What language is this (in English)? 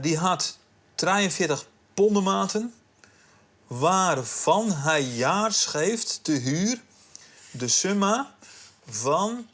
Western Frisian